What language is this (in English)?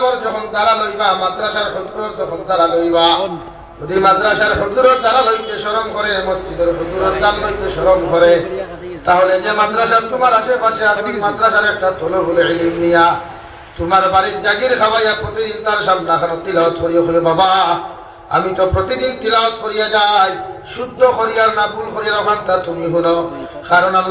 Sylheti